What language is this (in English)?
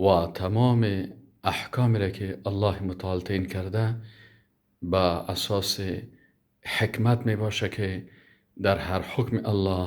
Tajik